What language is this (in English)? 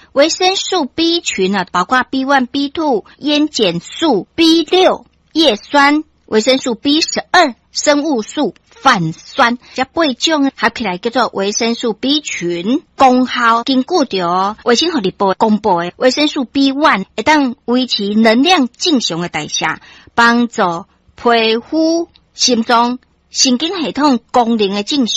Min Nan Chinese